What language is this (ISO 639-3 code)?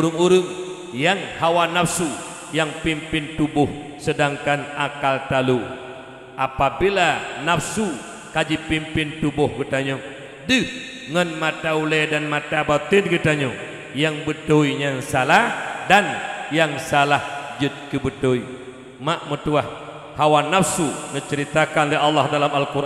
ace